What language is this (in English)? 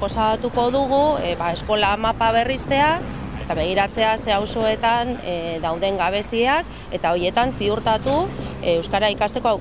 Basque